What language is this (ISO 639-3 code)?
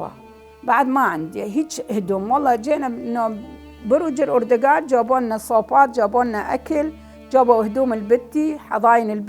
acm